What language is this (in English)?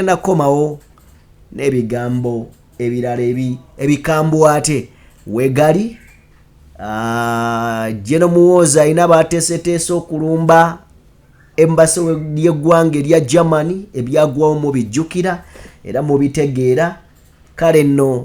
Ganda